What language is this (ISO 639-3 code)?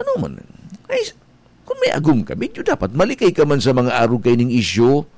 bik